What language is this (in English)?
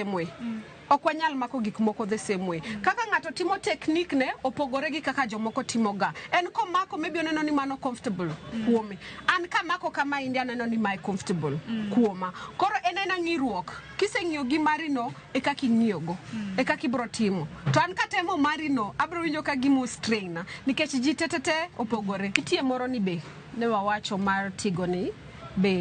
Luo (Kenya and Tanzania)